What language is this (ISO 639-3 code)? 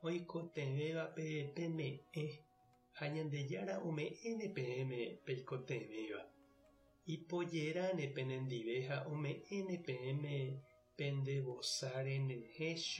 grn